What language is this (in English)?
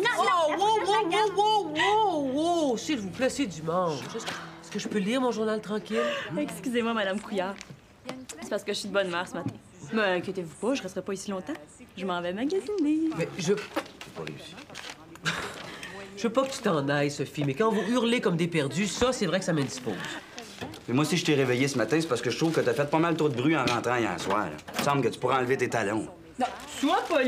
French